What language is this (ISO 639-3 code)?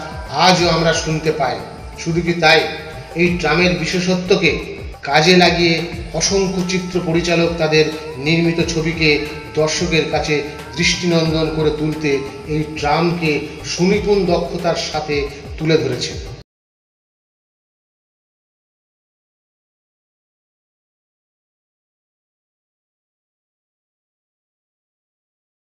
ben